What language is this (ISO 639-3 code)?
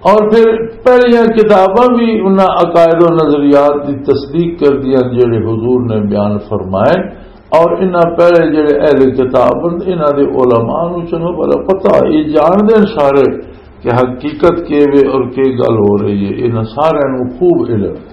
lah